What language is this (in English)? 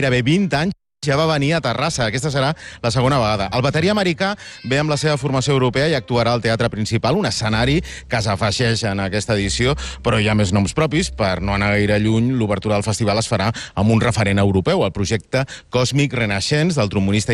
Catalan